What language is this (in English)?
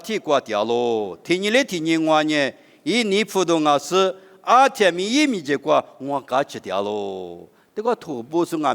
Lisu